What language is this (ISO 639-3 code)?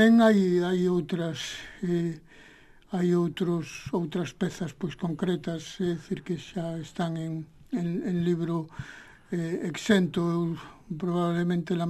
glg